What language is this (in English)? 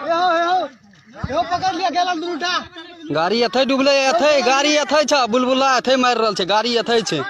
Maithili